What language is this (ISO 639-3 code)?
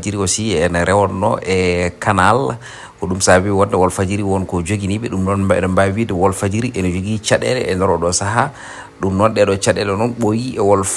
ful